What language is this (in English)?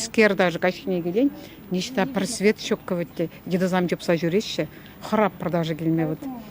Chuvash